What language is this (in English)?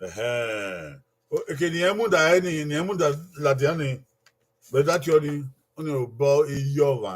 Bini